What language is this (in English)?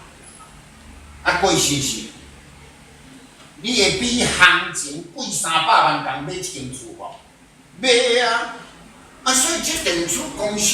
Min Nan Chinese